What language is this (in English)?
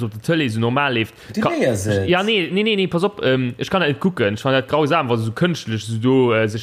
Luxembourgish